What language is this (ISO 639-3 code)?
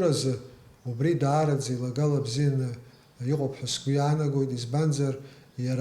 abk